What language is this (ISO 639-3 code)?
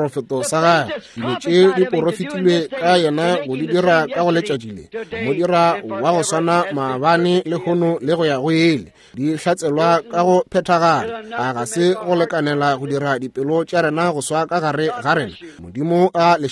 nso